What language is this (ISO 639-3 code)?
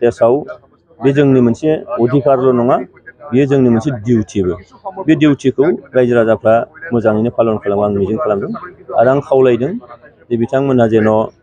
brx